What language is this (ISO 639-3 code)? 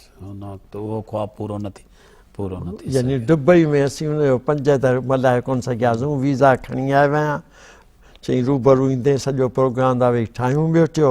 snd